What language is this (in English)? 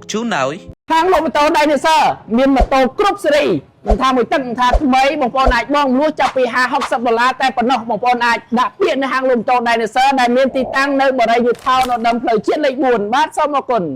Khmer